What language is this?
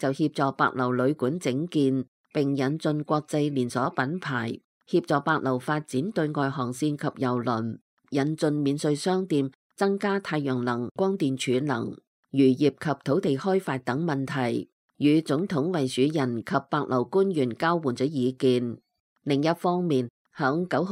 Cantonese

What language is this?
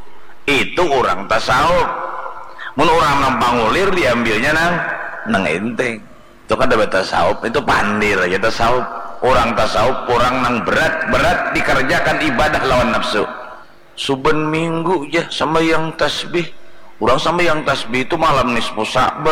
Banjar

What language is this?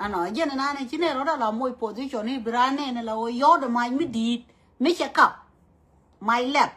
Nuer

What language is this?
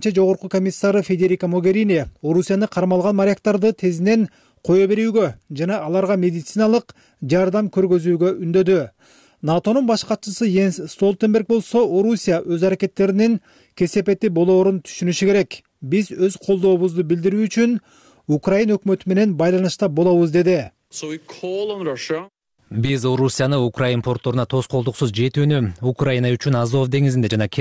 Kyrgyz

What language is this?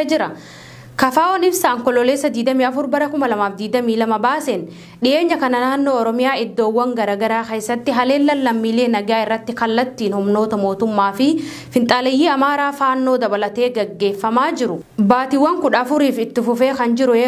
Oromo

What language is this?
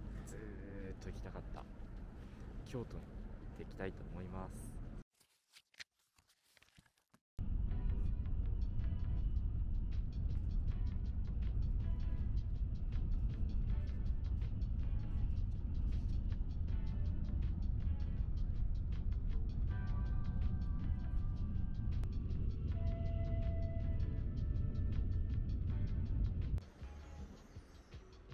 Japanese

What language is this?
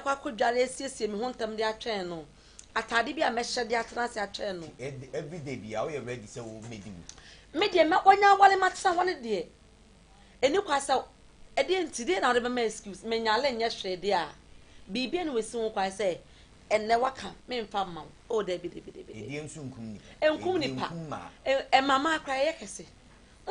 Akan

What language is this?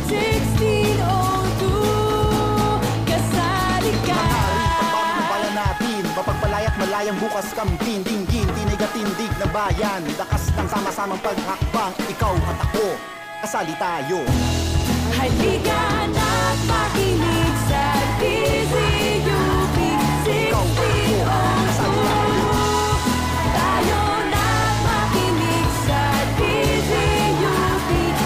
Filipino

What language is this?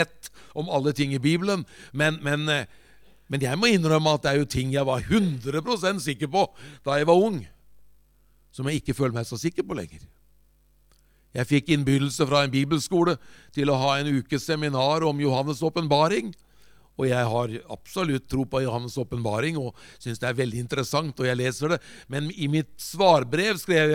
Norwegian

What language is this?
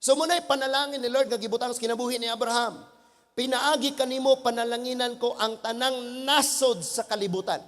Cebuano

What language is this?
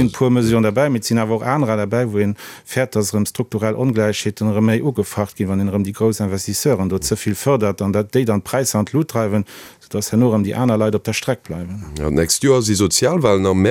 Luxembourgish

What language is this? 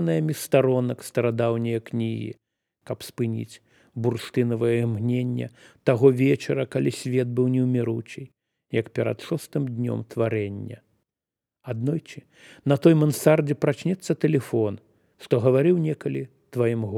Belarusian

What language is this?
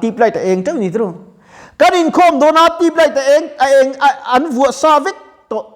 Mizo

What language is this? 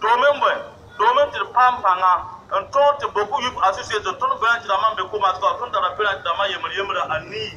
Mossi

